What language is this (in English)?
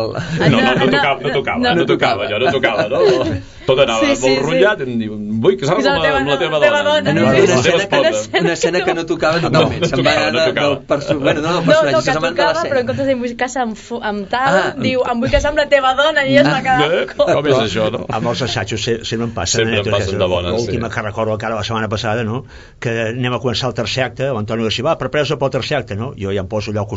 Catalan